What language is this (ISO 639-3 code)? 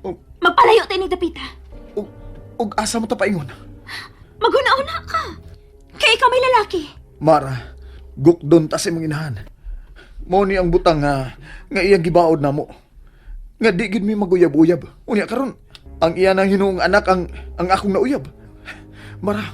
ceb